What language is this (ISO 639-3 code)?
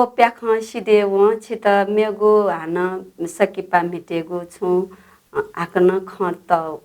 new